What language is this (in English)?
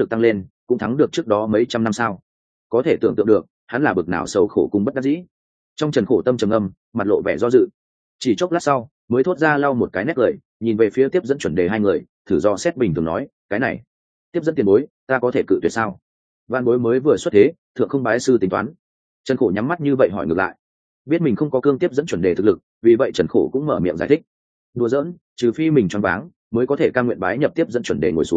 Vietnamese